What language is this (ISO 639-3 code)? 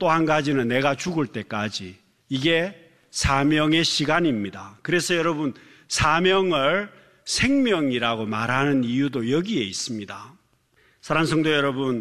kor